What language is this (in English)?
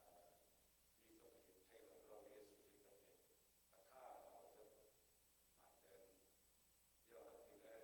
Falam Chin